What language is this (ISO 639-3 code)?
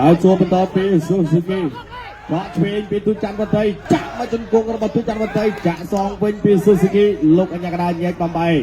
khm